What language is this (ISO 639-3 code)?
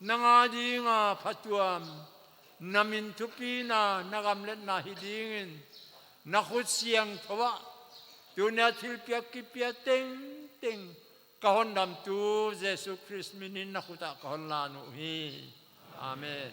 pck